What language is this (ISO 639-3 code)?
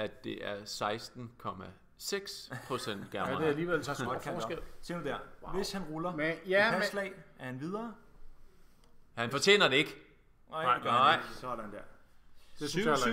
dan